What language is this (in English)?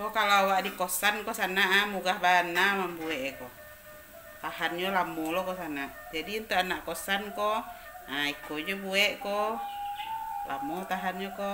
Minangkabau